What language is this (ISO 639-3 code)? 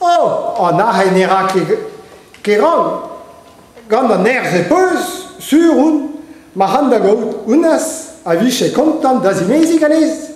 bre